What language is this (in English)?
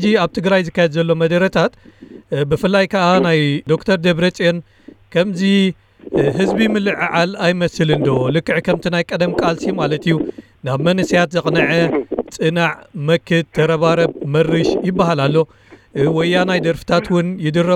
Tigrinya